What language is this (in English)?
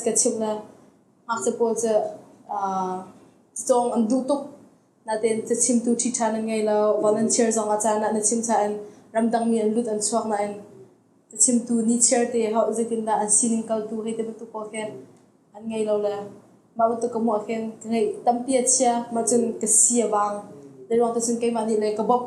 Hakha Chin